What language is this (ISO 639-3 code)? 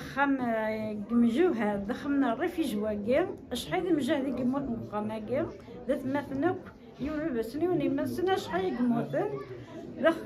kab